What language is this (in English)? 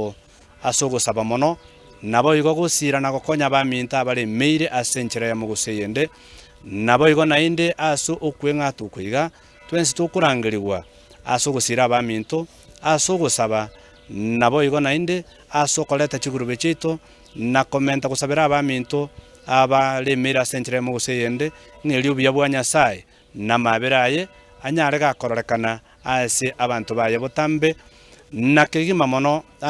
Gusii